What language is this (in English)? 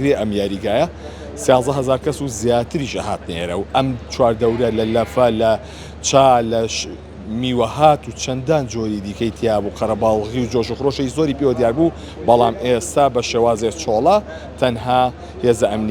Central Kurdish